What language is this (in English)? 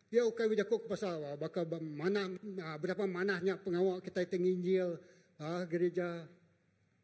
Iban